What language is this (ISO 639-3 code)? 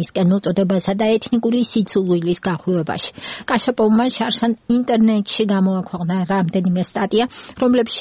kat